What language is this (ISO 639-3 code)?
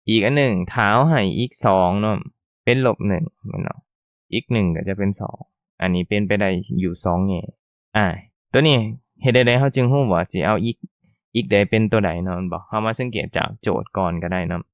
lao